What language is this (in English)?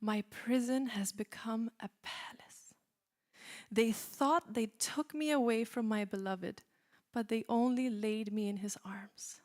English